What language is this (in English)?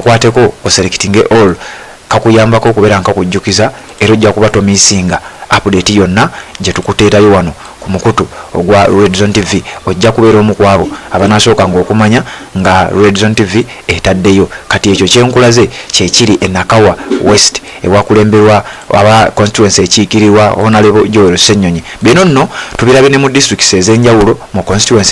Ganda